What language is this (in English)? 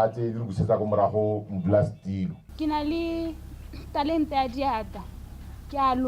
Tswana